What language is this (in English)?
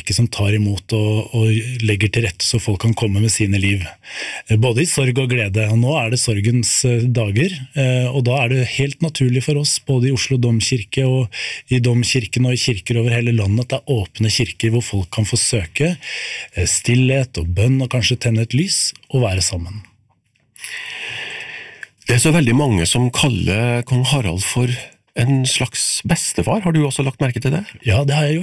Norwegian